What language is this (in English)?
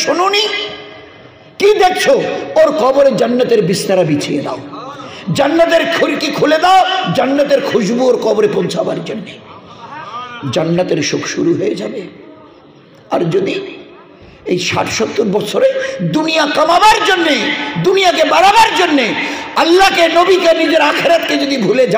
Bangla